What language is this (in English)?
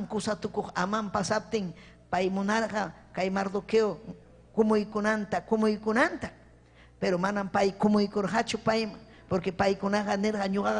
Ayacucho Quechua